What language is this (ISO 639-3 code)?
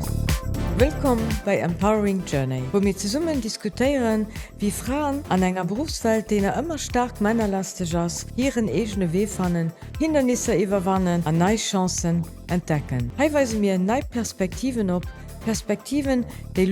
ltz